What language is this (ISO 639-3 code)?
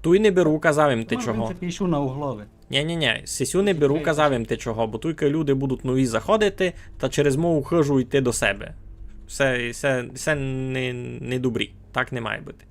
rue